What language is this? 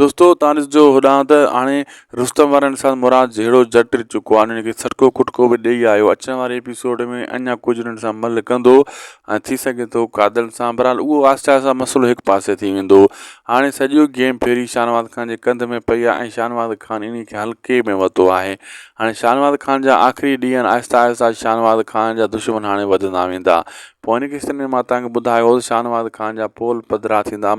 Sindhi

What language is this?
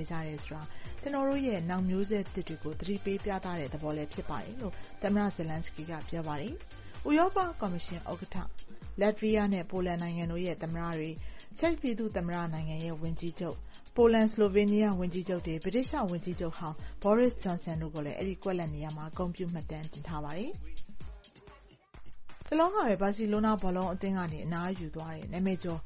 Burmese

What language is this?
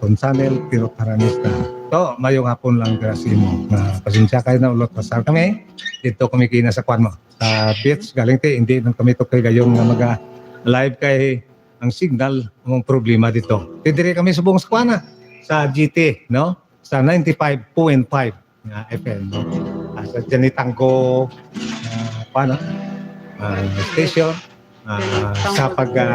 Hiligaynon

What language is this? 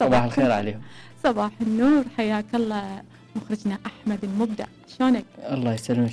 Mesopotamian Arabic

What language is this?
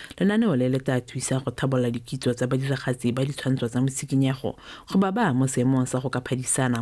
Tswana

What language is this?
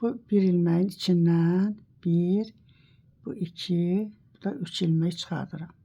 Azerbaijani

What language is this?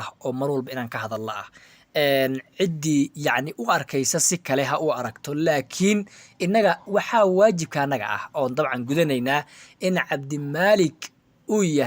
Somali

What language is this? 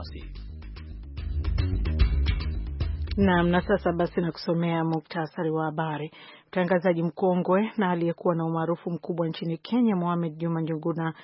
Swahili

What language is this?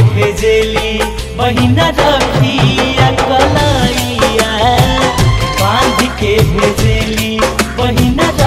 Bhojpuri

